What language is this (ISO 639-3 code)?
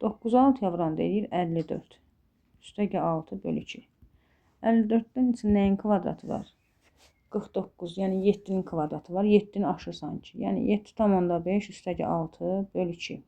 aze